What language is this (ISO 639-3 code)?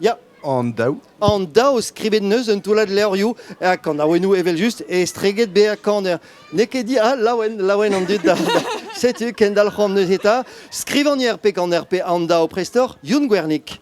bre